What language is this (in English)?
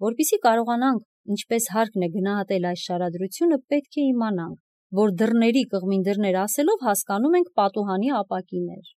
Armenian